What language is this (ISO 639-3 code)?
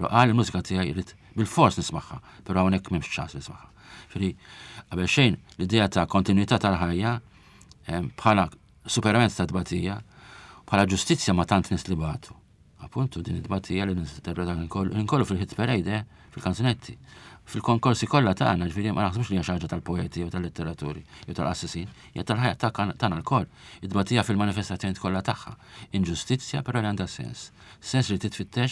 mlt